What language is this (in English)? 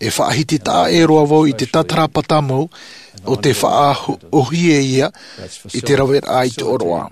Tahitian